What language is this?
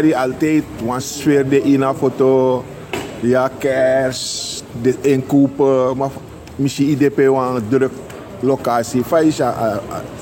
Sranan Tongo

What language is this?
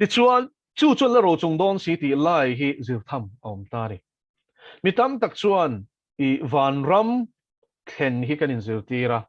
Mizo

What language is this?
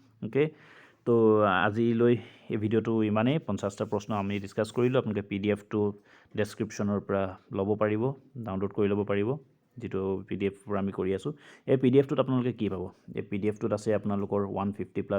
Assamese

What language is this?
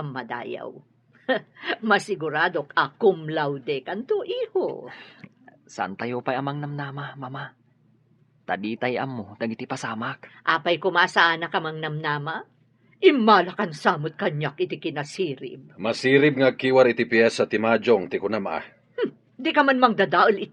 Iloko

